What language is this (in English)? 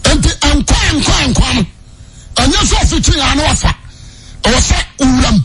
Akan